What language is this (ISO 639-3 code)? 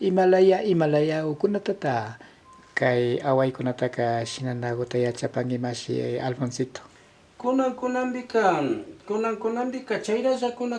qvi